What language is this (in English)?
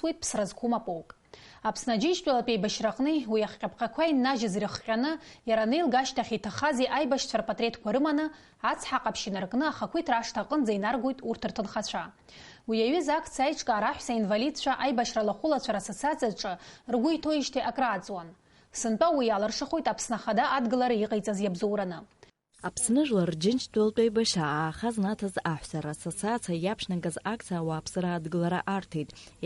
Abkhazian